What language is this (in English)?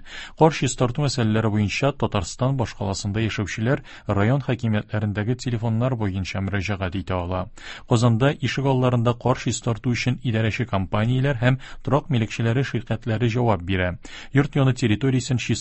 Tatar